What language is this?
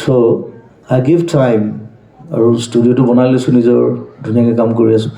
Assamese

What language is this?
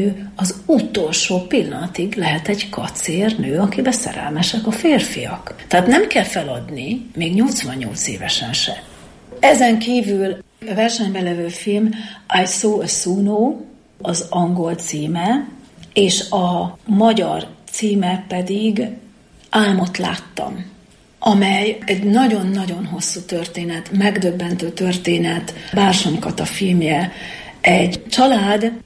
Hungarian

